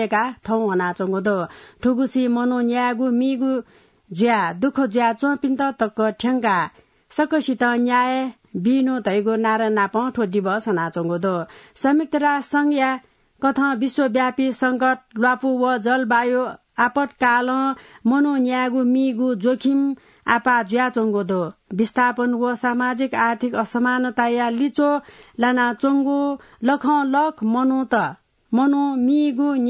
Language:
Newari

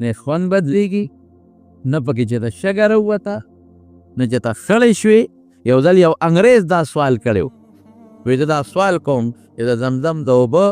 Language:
Pashto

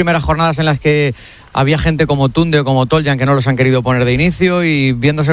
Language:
Spanish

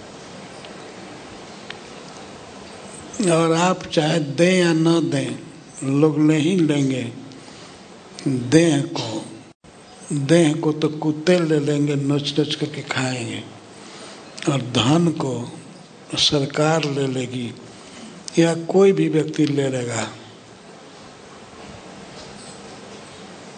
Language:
Hindi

